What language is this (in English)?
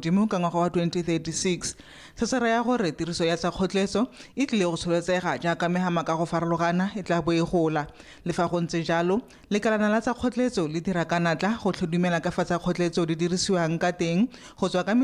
Tswana